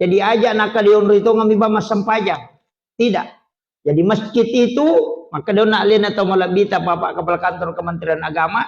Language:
Buginese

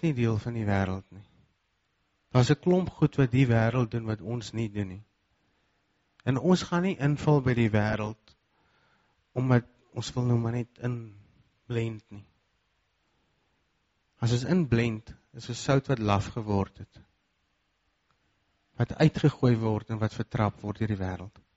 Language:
Afrikaans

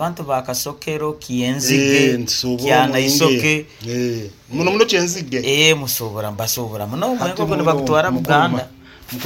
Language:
Nyoro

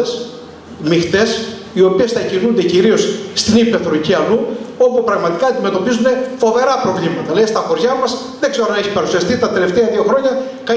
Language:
Greek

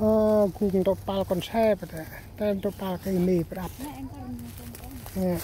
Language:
Central Mnong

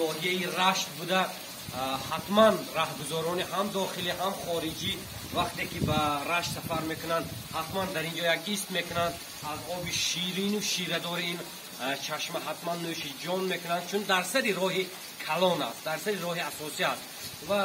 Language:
Tajik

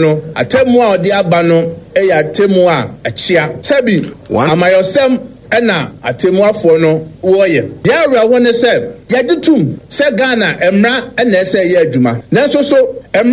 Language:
Akan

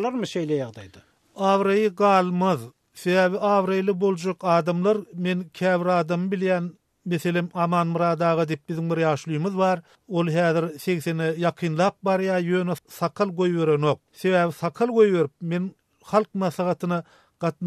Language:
Turkmen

